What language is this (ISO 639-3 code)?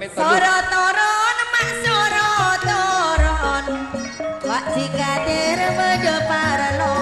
mad